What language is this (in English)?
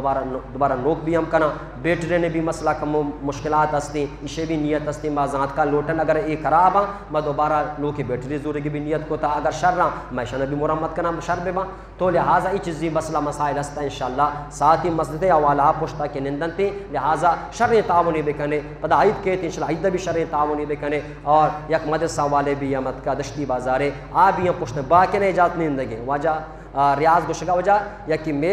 Eastern Balochi